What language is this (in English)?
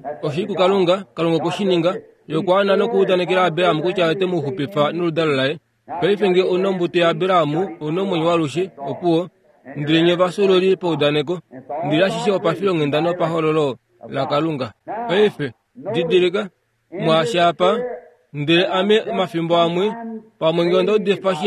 Kuanyama